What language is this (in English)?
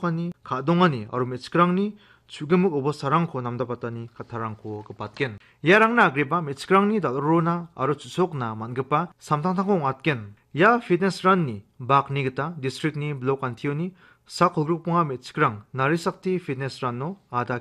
Garo